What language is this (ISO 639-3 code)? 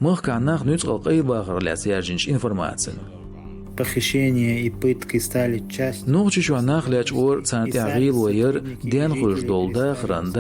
che